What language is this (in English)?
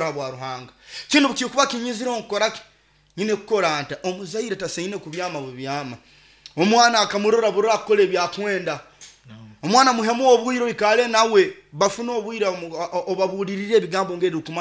Nyoro